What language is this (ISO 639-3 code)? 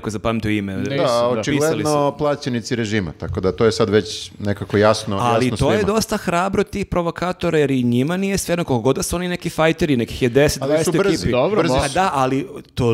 srp